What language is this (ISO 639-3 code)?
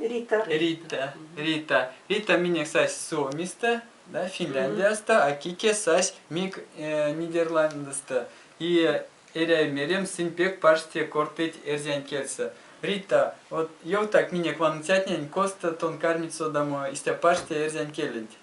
myv